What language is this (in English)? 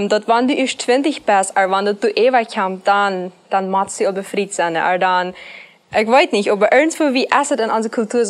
Plautdietsch